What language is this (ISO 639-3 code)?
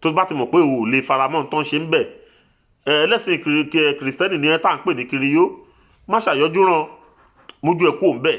yor